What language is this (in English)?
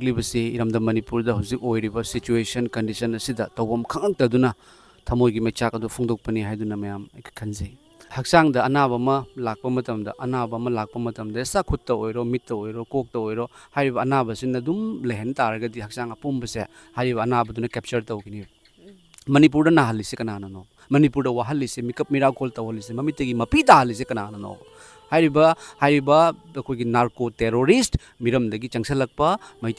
Manipuri